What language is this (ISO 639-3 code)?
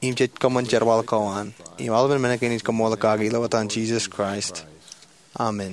mah